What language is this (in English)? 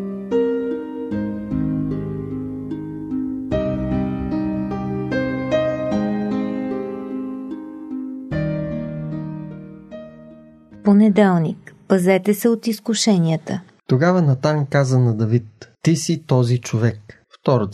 Bulgarian